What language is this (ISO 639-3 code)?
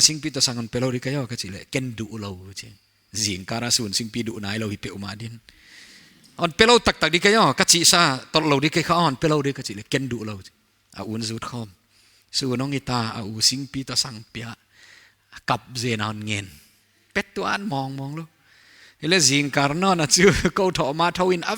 pck